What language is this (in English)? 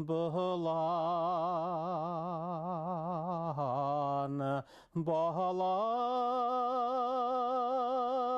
Bashkir